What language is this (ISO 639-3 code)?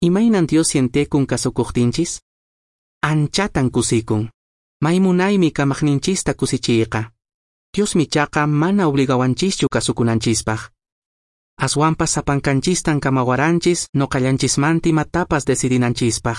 que